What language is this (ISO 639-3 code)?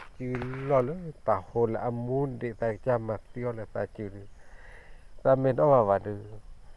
ksw